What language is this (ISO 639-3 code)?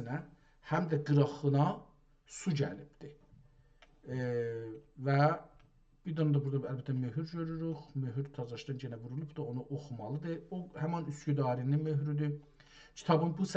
azb